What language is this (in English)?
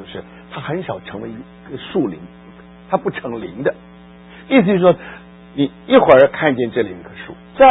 Chinese